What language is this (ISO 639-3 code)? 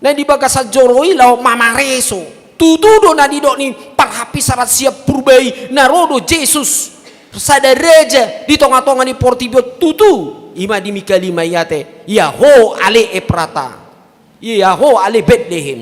bbc